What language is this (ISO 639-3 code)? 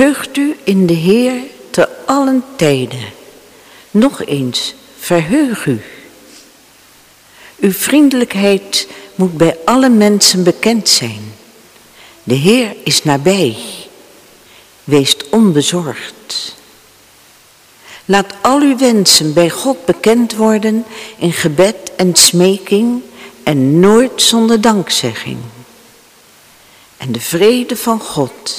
nld